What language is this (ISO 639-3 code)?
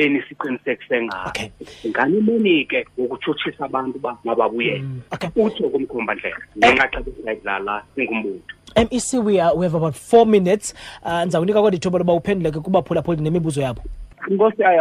xho